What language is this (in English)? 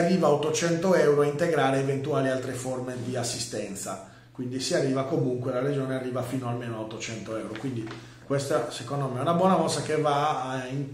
Italian